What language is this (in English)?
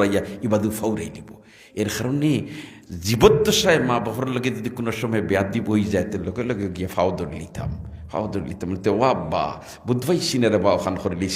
Sylheti